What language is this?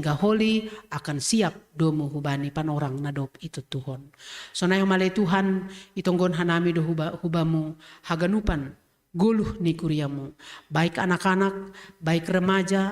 Batak Simalungun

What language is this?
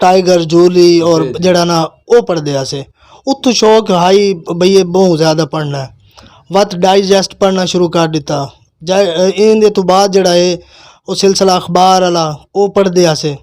Western Panjabi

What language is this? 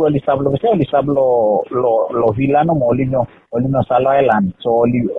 Bislama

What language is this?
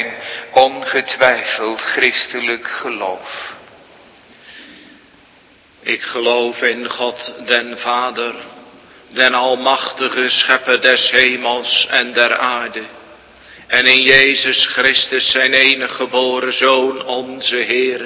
Dutch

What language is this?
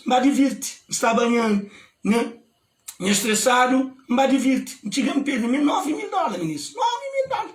Kabuverdianu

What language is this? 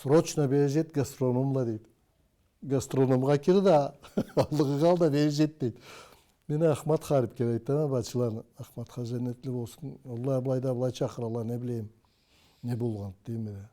Karachay-Balkar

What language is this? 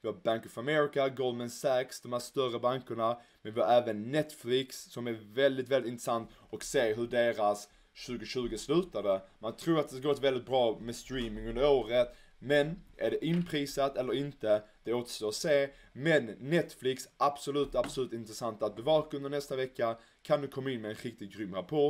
Swedish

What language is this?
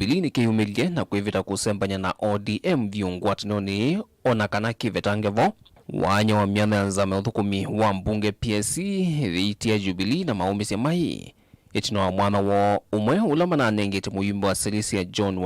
Kamba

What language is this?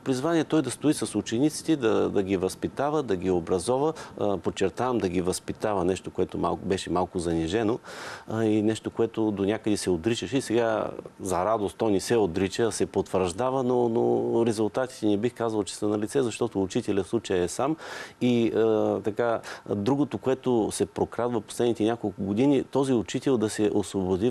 Bulgarian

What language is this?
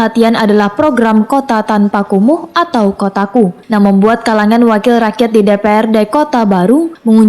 Banjar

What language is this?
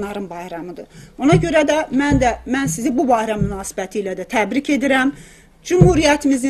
South Azerbaijani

